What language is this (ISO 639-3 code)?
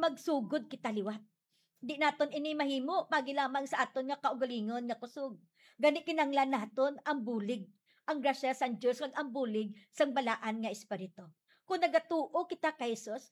hil